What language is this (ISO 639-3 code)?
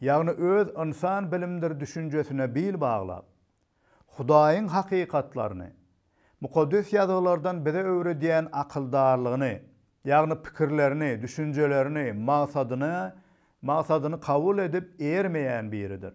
tuk